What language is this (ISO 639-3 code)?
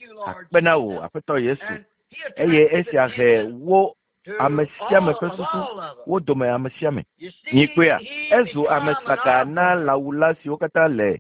ewe